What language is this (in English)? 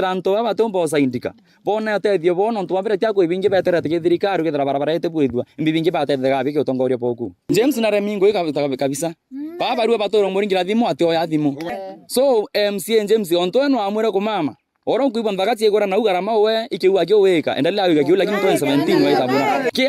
Meru